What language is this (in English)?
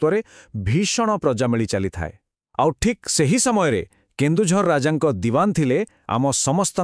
Odia